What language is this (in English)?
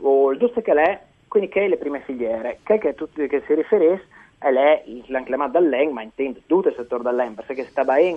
Friulian